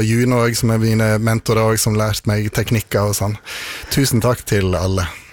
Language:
Norwegian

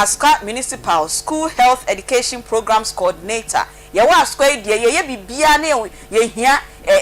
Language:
Akan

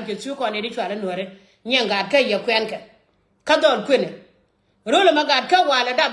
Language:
Nuer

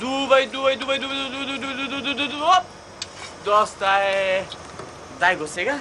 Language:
Macedonian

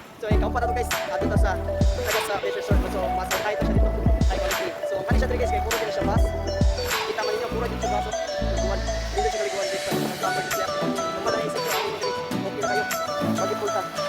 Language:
Cebuano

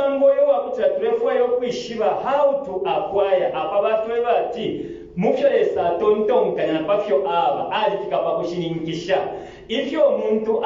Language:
Bemba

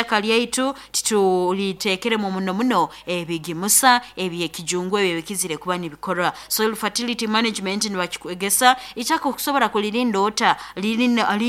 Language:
Nyoro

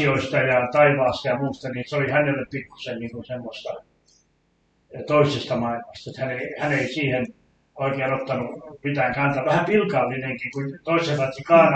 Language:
Finnish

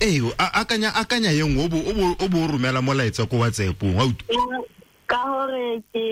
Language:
Tswana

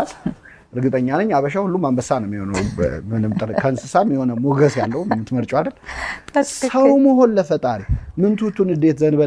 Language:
Amharic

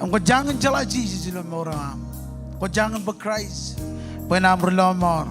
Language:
Marshallese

